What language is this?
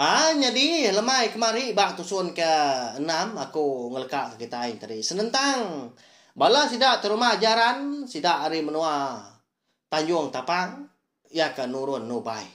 Iban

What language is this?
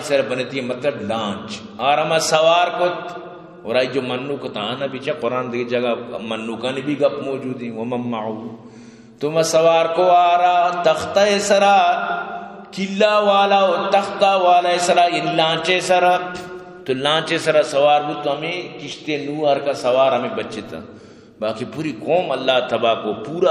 Eastern Balochi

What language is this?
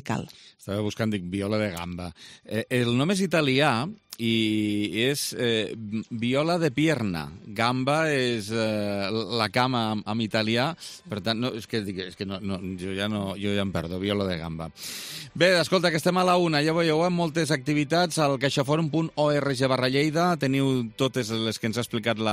Catalan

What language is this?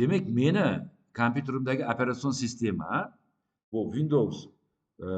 Uzbek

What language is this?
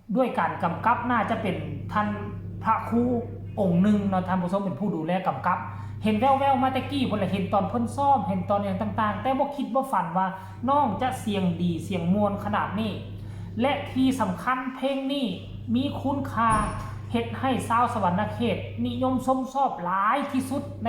Northeastern Thai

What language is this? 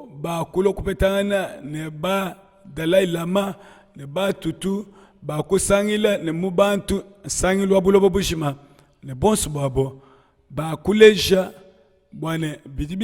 Luba-Lulua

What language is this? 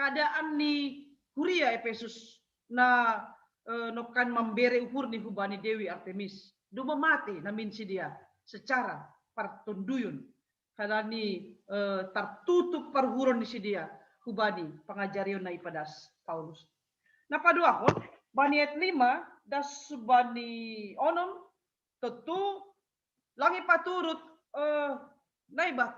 Batak Simalungun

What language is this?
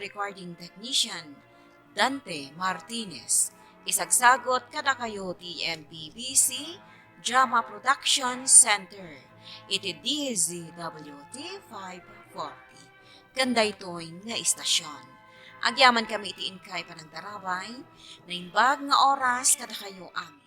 Iloko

